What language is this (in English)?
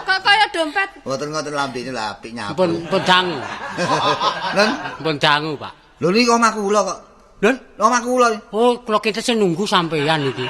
Javanese